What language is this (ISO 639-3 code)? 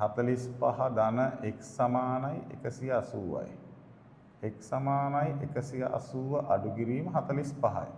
sin